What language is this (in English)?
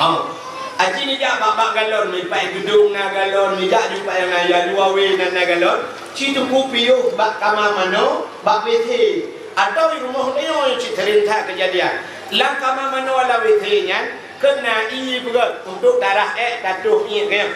Achinese